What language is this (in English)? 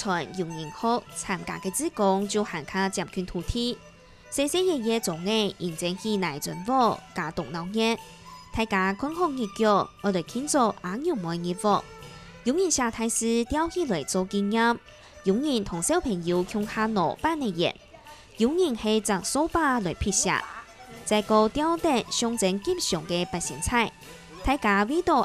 Hakka Chinese